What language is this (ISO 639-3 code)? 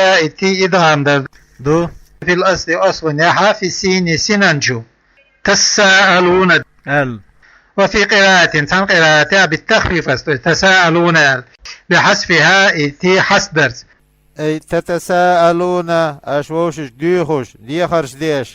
che